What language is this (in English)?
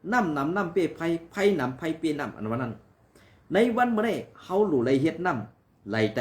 Shan